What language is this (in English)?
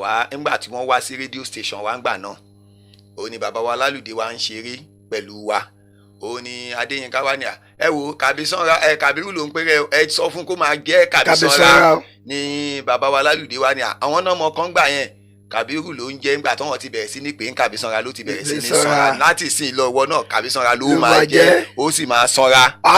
Yoruba